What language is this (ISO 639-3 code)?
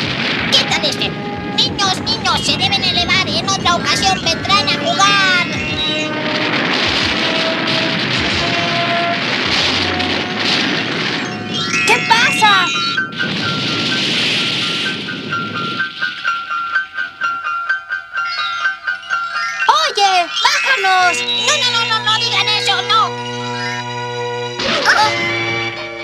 spa